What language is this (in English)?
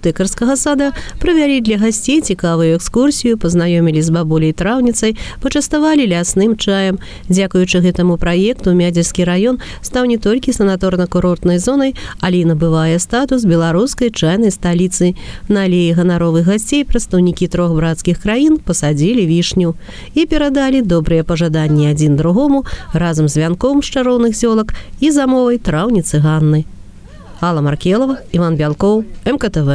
Belarusian